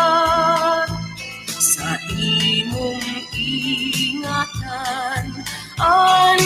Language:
Bikol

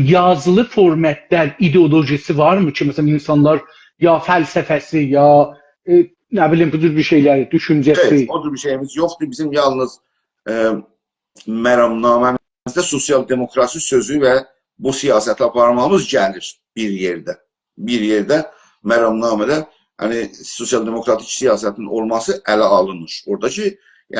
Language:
South Azerbaijani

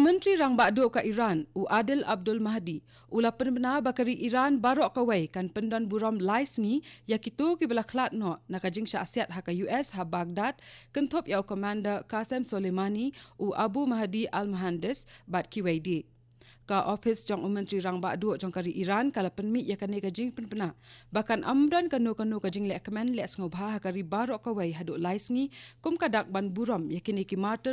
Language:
Khasi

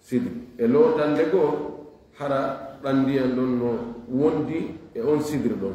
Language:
Fula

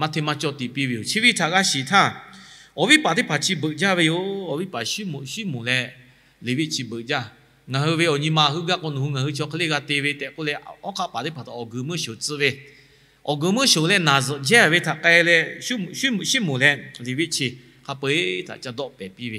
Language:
Lahu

